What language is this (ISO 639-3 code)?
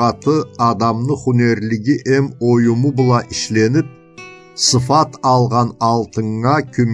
krc